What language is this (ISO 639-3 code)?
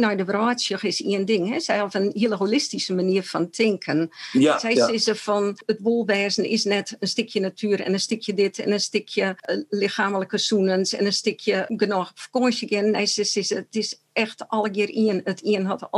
fry